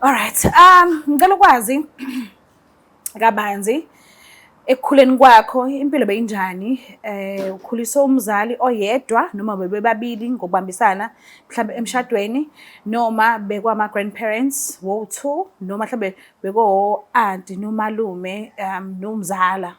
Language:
Zulu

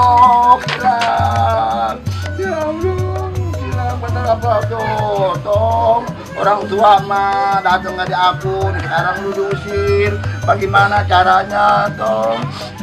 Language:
Betawi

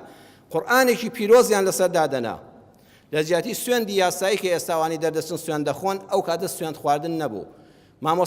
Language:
Central Kurdish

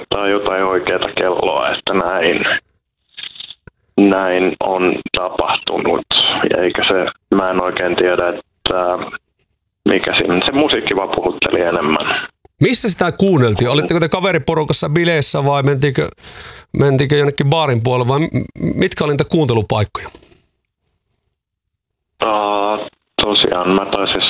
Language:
Finnish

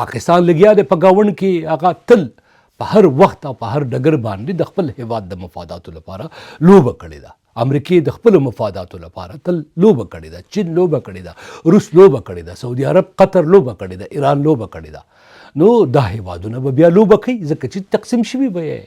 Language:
Pashto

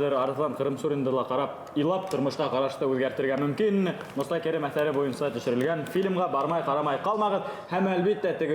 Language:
Bashkir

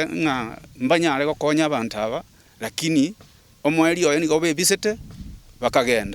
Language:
Gusii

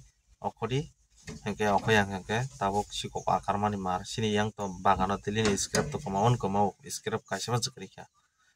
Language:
Kok Borok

